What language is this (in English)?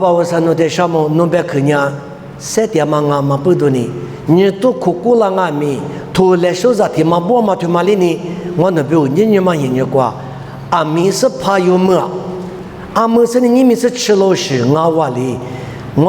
Lisu